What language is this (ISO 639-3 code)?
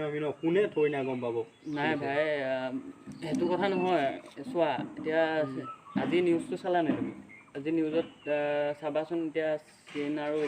asm